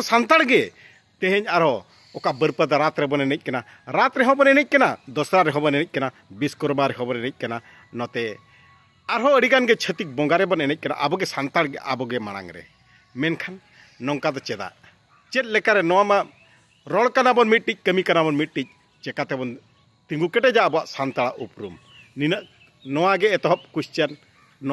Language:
Santali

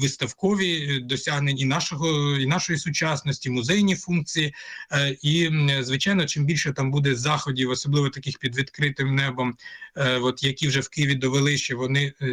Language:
Ukrainian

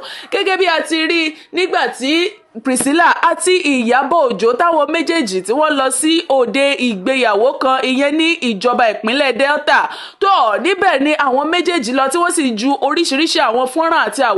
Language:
Yoruba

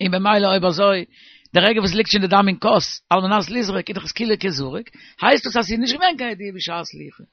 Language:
Yiddish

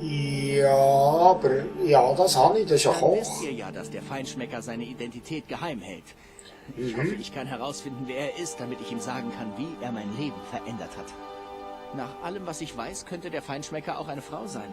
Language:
Swiss German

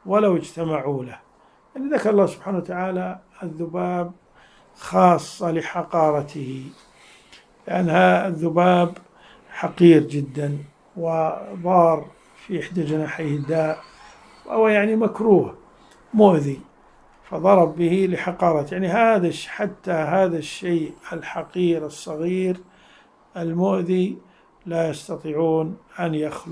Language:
Arabic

